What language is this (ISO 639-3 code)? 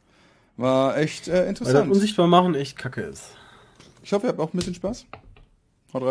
deu